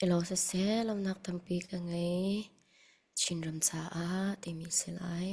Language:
Hakha Chin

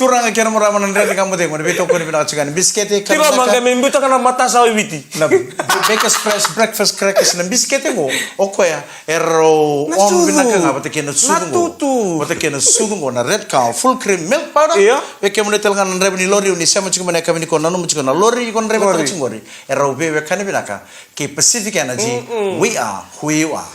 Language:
Fijian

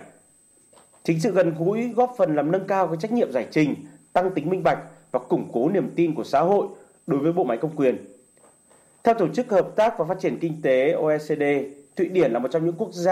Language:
Vietnamese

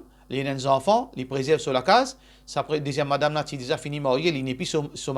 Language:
Morisyen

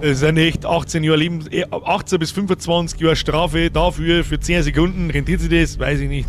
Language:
Bavarian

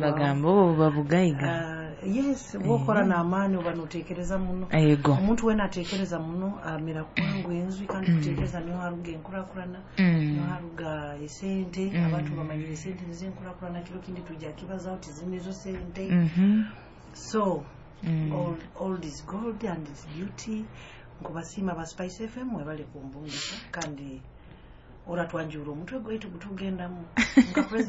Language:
Nyoro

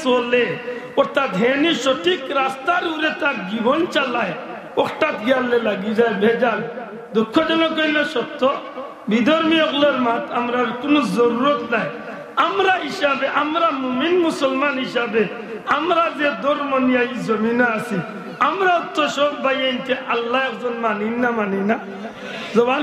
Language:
Sylheti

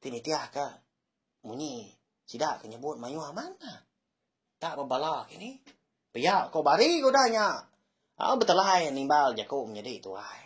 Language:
Iban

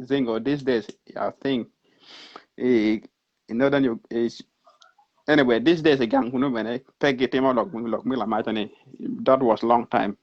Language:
Acoli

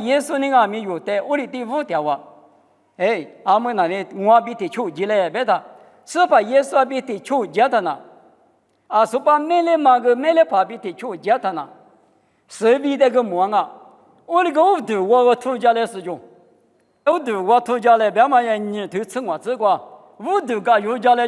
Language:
Lisu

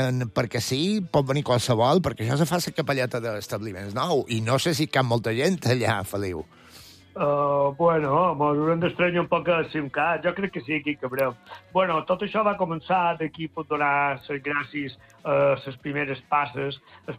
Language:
Catalan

